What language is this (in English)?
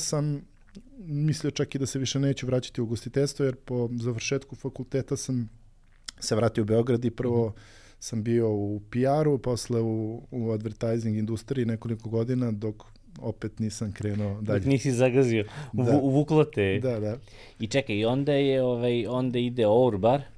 Serbian